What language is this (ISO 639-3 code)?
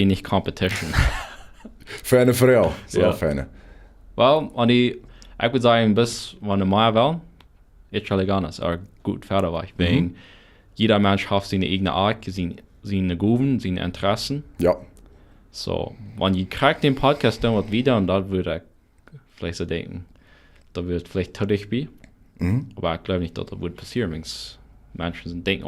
pdt